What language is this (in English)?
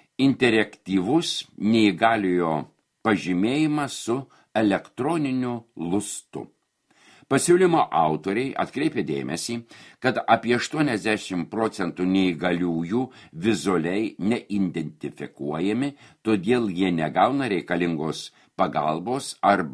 Lithuanian